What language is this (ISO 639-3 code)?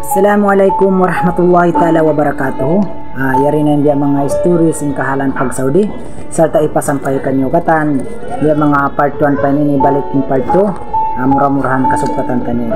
tsg